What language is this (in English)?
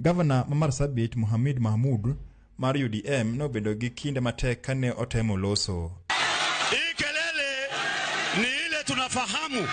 Luo (Kenya and Tanzania)